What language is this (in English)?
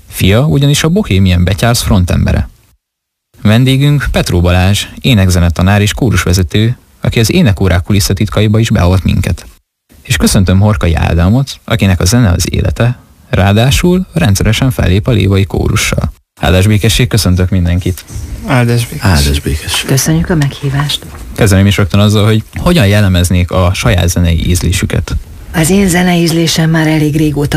Hungarian